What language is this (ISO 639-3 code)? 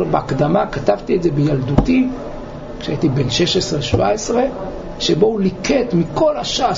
heb